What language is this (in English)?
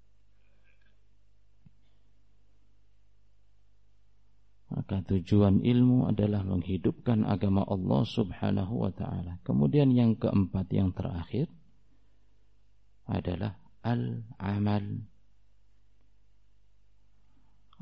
Indonesian